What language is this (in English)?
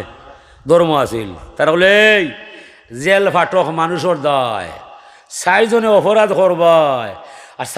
Sylheti